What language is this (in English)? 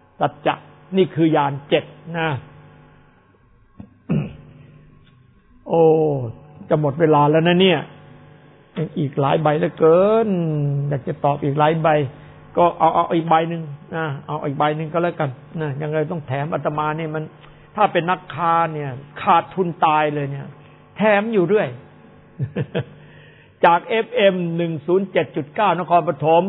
Thai